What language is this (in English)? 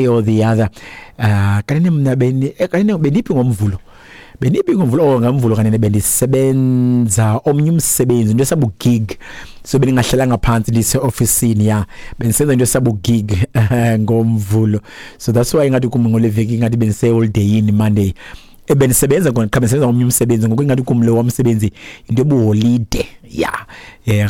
Xhosa